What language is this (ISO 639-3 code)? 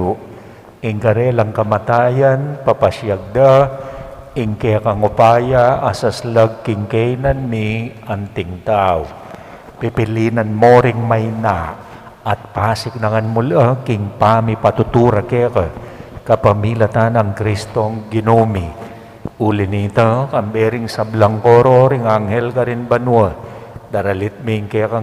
pam